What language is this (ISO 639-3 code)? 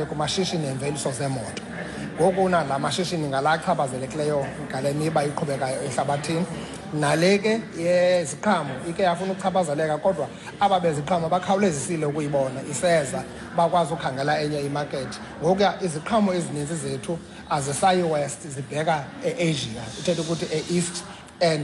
xho